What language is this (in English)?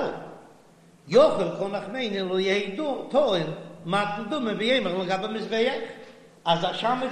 Yiddish